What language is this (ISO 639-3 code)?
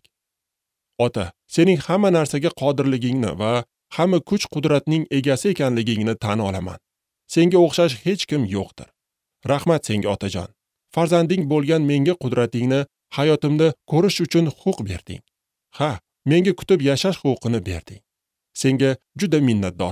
uzb